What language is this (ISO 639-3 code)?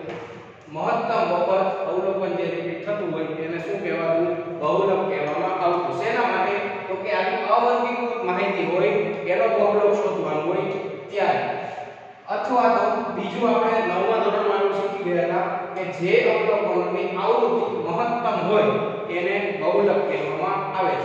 guj